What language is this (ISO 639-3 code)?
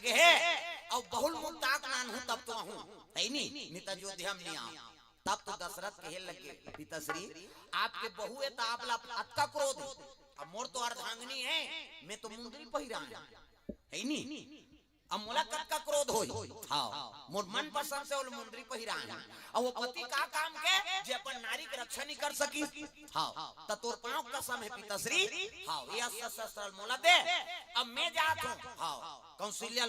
hne